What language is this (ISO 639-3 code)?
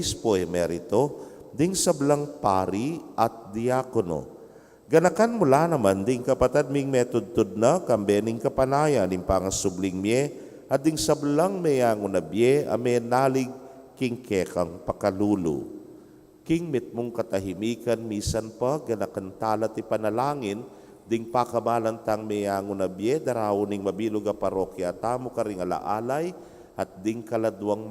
pam